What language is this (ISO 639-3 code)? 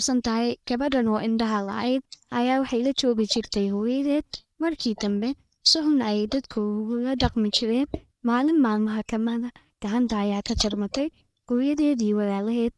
som